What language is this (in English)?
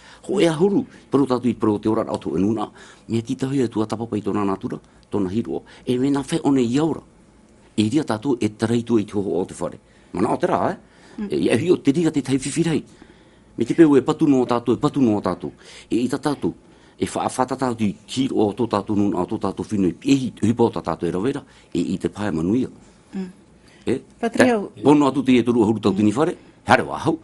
Tahitian